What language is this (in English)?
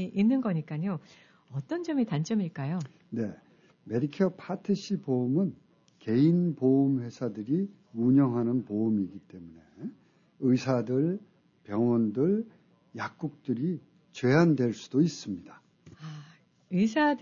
Korean